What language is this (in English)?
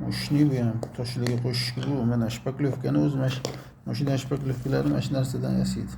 Uzbek